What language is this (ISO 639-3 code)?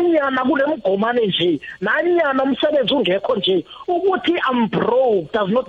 nbl